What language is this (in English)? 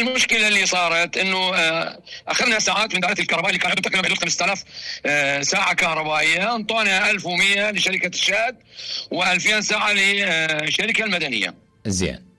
Mesopotamian Arabic